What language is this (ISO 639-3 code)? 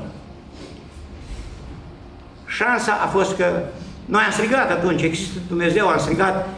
ron